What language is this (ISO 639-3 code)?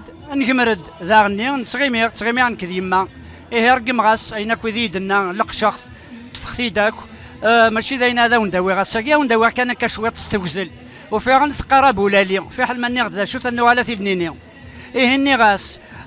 kab